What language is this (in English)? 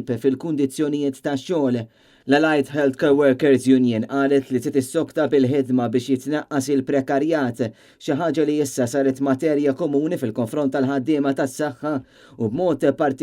Maltese